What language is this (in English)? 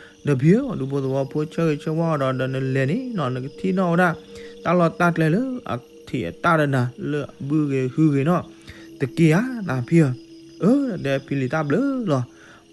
S'gaw Karen